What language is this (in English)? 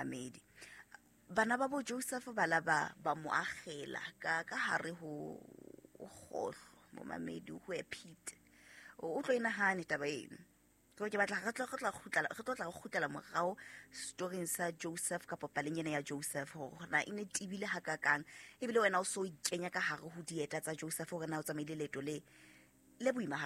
Southern Sotho